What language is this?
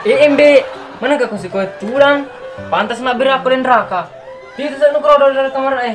Buginese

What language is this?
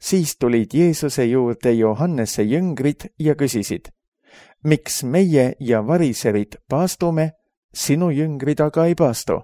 Estonian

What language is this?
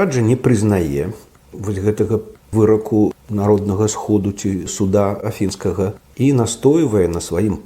Belarusian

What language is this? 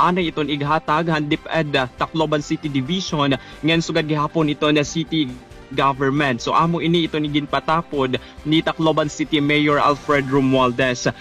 Waray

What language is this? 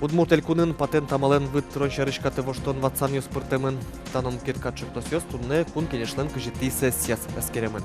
Udmurt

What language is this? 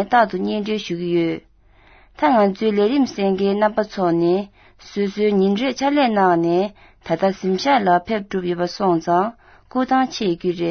Tibetan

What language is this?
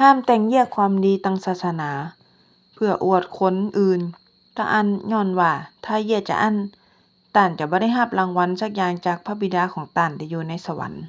Northern Thai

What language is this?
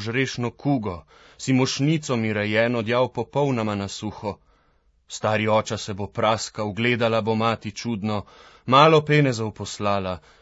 Slovenian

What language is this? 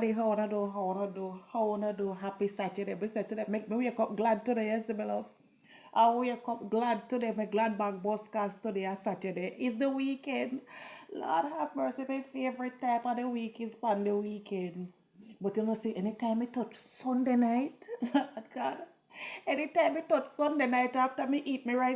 Jamaican Creole English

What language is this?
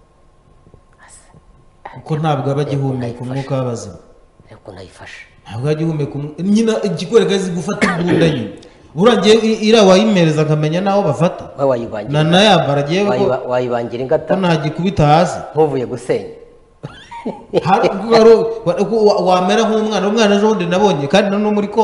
Kinyarwanda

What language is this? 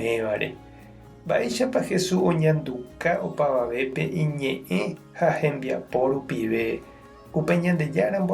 Guarani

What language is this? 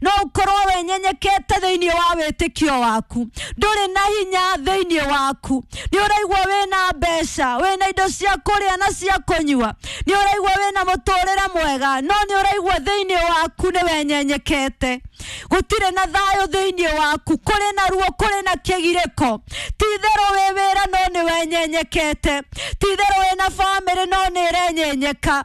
Kikuyu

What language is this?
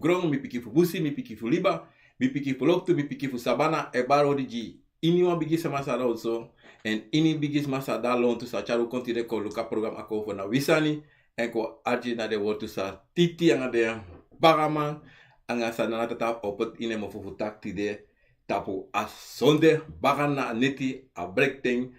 Sranan Tongo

